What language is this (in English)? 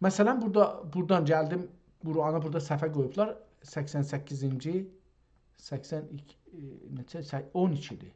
South Azerbaijani